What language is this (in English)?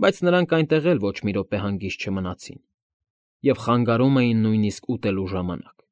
Armenian